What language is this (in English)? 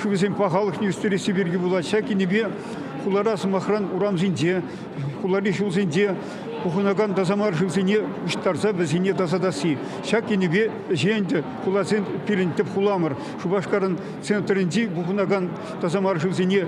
Chuvash